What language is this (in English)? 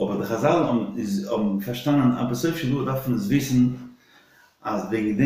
Yiddish